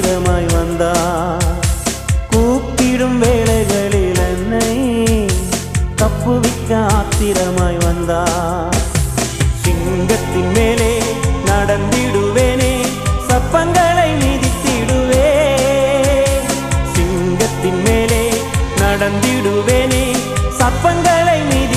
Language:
Tamil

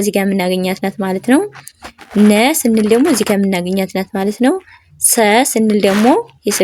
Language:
Amharic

